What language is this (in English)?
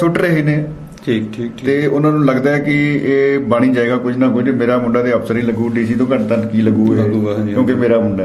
Punjabi